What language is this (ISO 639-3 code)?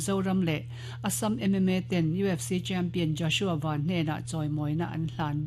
lus